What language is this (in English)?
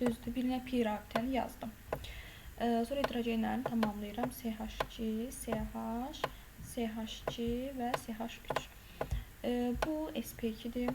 Azerbaijani